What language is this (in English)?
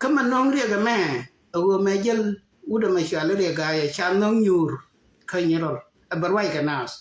Nuer